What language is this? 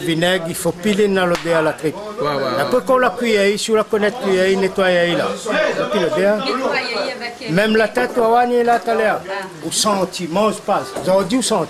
Réunion Creole French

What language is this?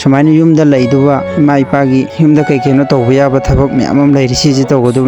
Manipuri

